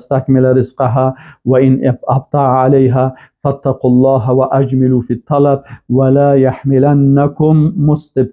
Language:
Persian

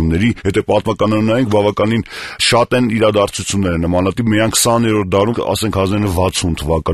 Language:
Armenian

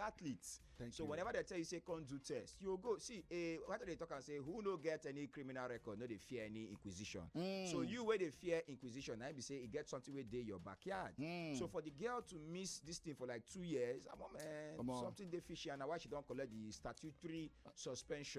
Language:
Nigerian Pidgin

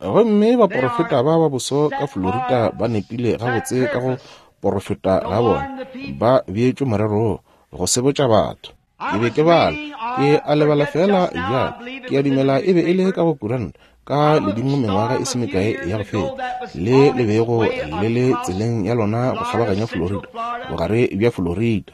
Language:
Northern Sotho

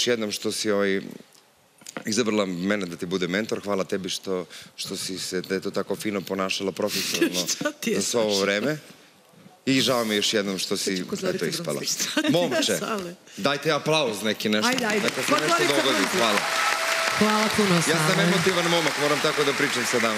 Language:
Serbian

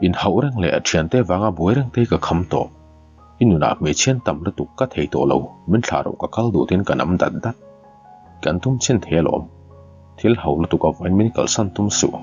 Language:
Mizo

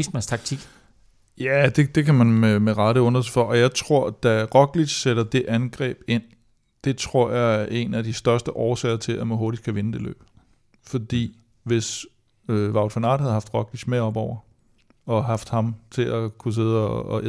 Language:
Danish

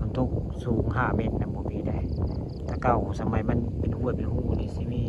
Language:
Northeastern Thai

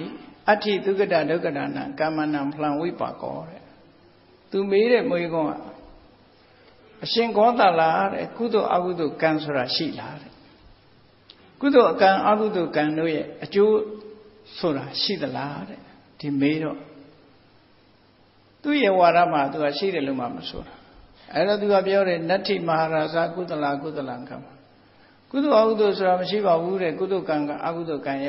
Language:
Burmese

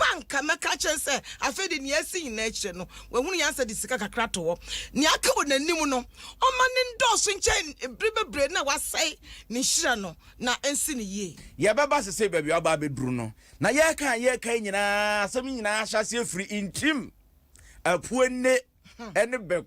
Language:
Akan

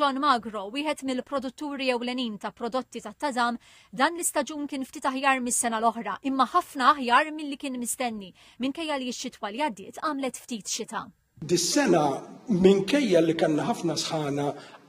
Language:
Maltese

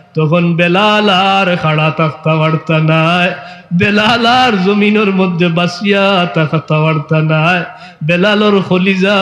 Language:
Sylheti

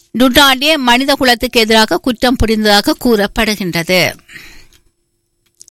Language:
Tamil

